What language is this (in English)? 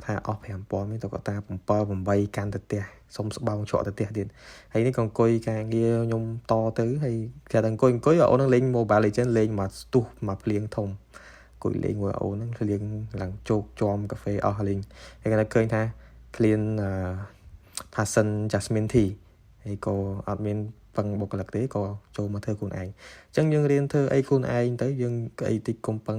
Khmer